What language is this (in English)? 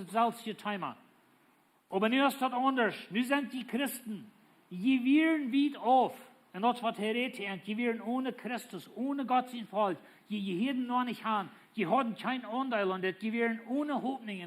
Plautdietsch